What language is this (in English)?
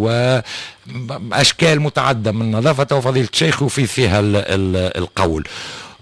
Tunisian Arabic